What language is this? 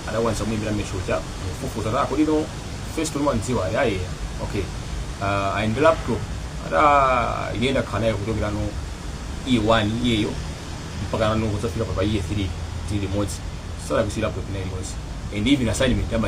Nyanja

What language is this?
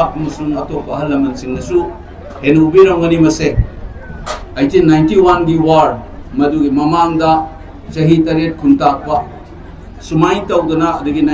Manipuri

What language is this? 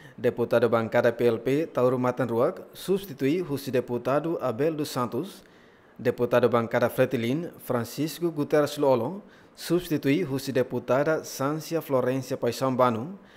Tetum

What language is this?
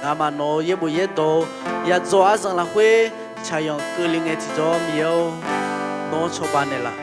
Akha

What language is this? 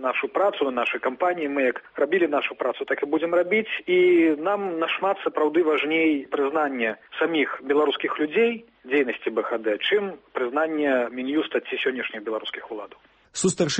Belarusian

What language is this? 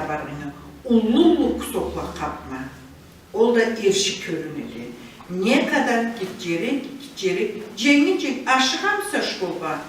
Karachay-Balkar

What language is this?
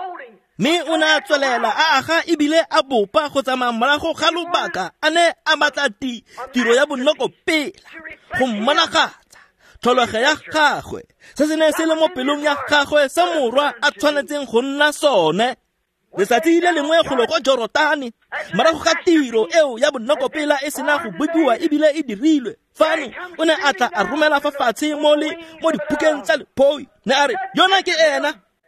Tswana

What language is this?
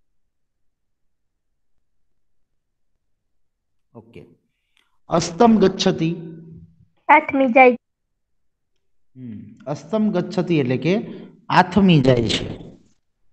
Gujarati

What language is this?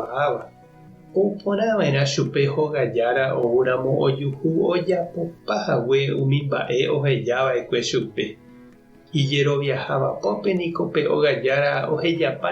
Guarani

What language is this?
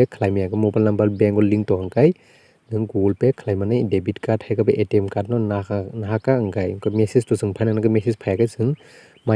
Kok Borok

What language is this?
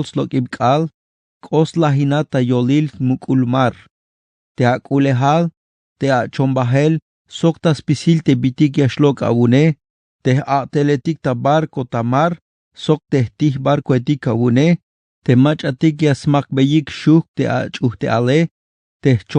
Tzeltal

